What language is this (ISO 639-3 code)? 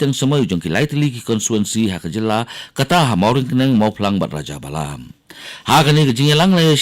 kha